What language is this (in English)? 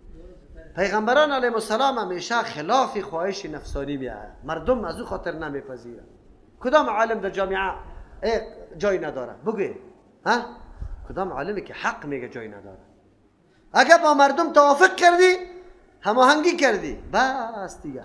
Persian